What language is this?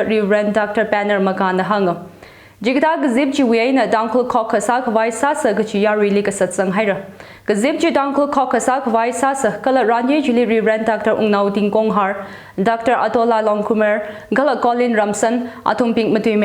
Tangkhul Naga (India)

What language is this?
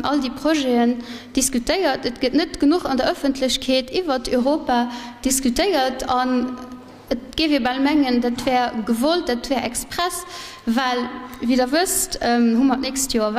Luxembourgish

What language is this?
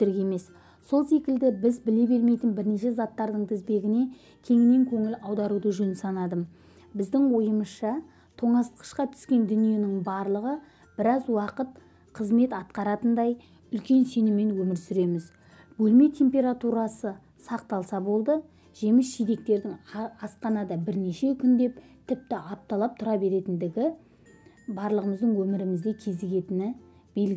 Kazakh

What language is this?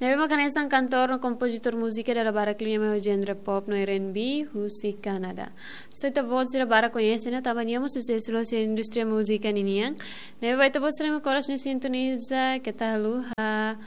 Tetum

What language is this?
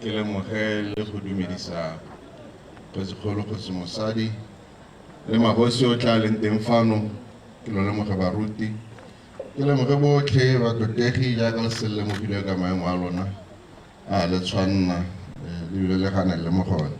Tswana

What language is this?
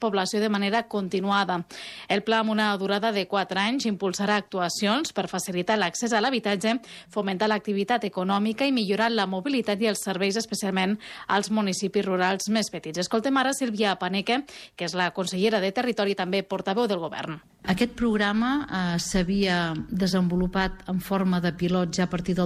Catalan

